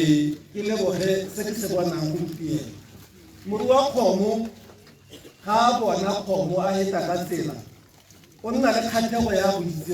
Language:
Tswana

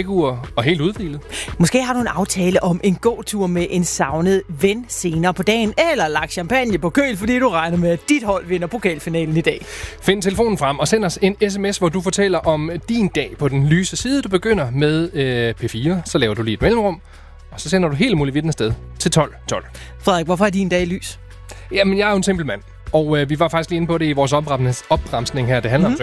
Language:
Danish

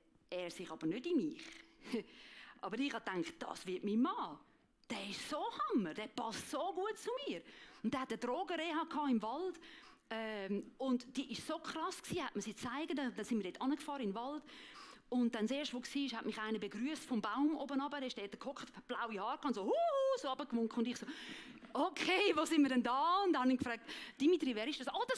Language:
Swiss German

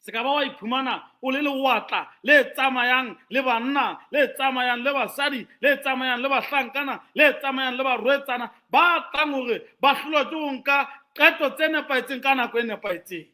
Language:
Southern Sotho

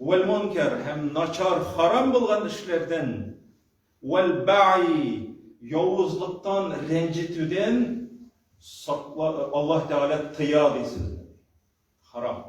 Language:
Tatar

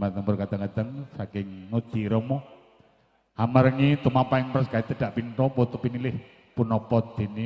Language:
Javanese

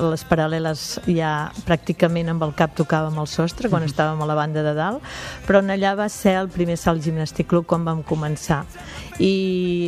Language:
Catalan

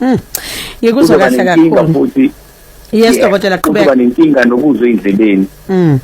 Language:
Zulu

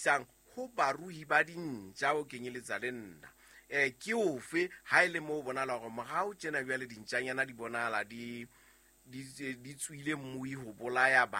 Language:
Southern Sotho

